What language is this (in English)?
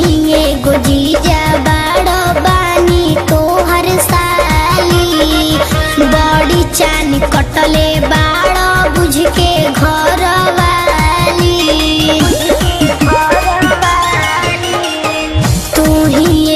Bhojpuri